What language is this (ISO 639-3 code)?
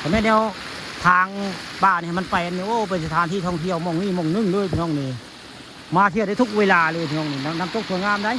tts